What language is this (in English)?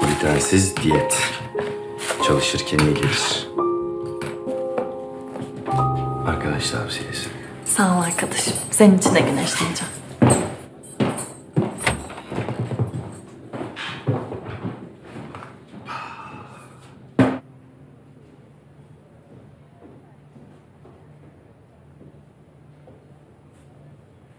Turkish